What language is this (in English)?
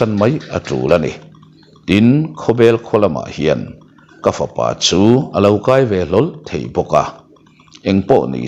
Mizo